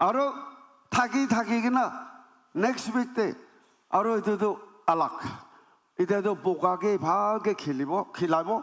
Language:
Naga Pidgin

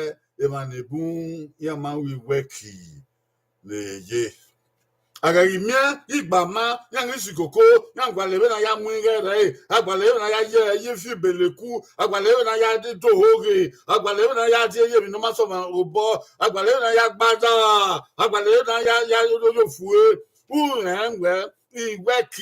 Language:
Bini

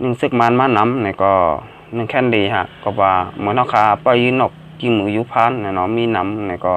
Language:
Shan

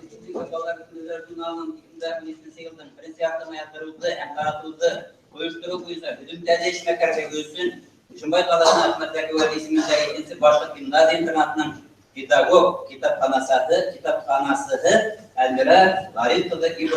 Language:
Bashkir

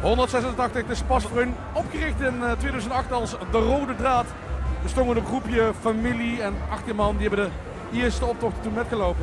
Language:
Limburgish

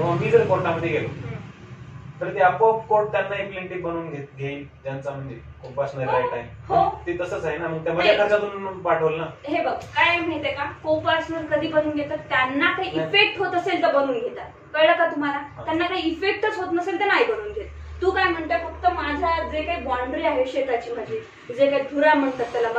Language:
Marathi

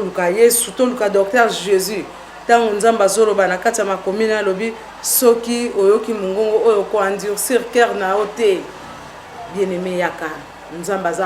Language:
Lingala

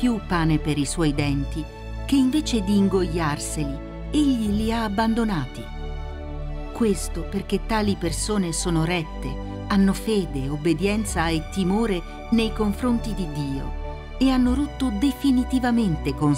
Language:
Italian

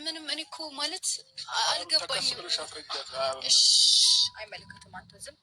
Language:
Amharic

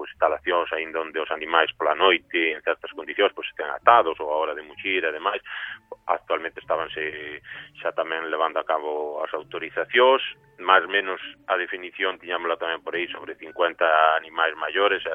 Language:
Galician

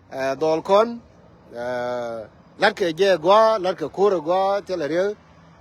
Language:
Nuer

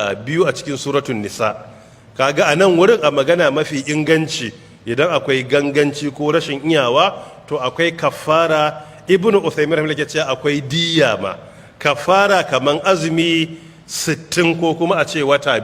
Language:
Hausa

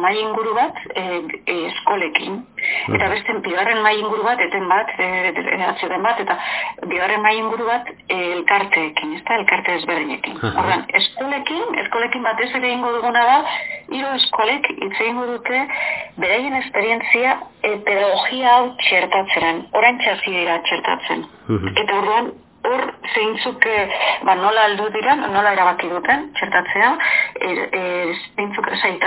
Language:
Basque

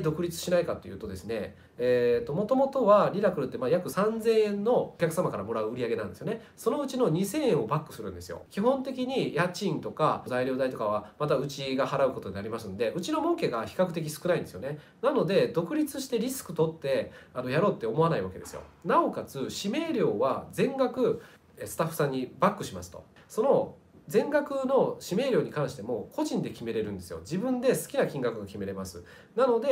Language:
Japanese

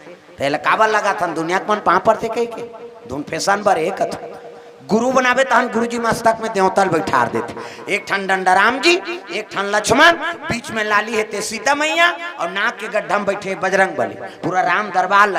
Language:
Chhattisgarhi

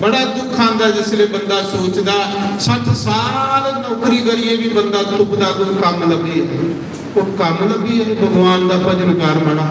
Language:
Dogri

